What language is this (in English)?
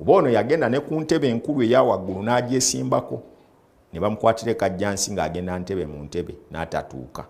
Ganda